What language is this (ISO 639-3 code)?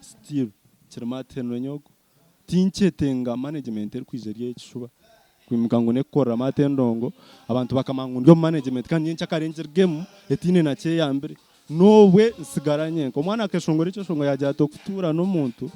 nyn